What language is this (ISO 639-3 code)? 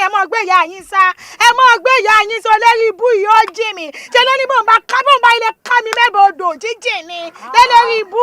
yor